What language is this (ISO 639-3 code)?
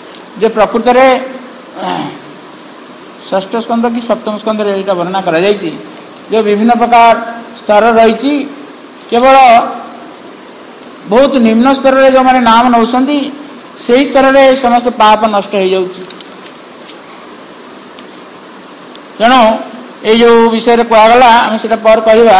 ori